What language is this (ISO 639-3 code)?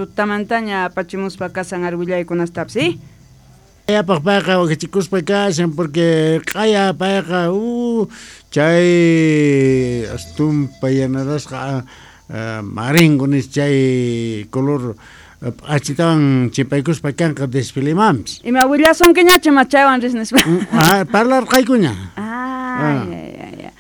quh